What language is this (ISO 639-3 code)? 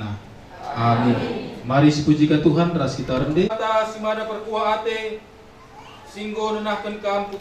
btx